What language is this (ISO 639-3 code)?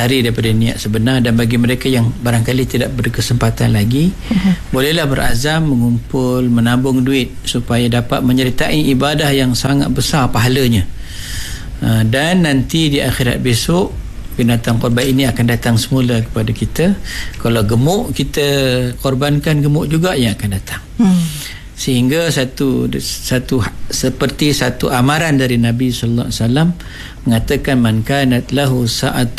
msa